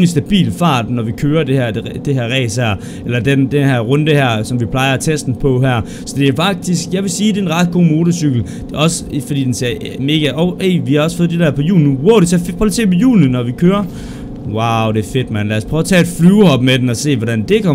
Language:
Danish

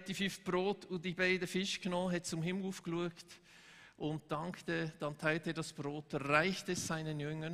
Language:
Swiss German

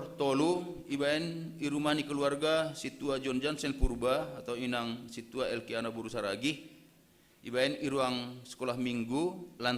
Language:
Batak Simalungun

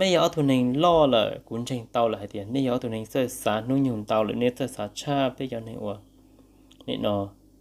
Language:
Hmong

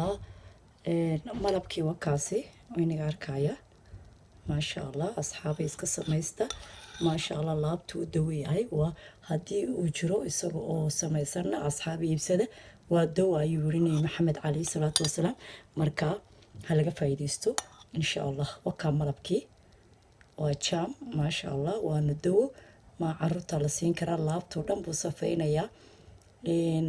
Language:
Somali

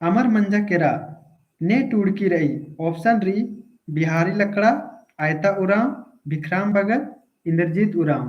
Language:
Kurukh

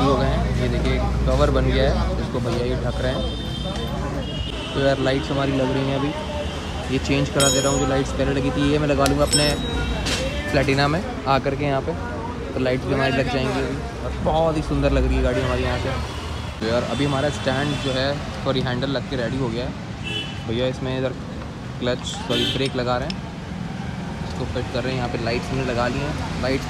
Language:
Hindi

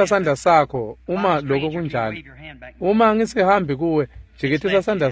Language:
Swati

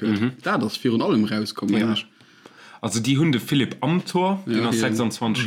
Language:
Luxembourgish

